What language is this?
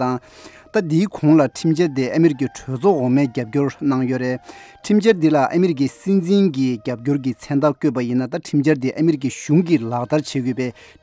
Tibetan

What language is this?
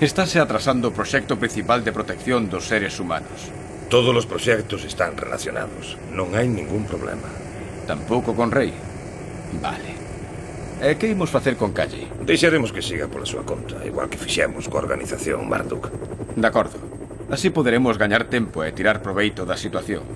Galician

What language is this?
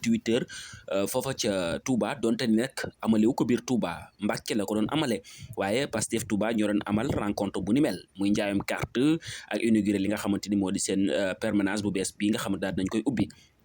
Wolof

